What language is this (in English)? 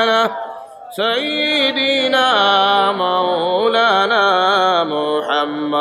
Sylheti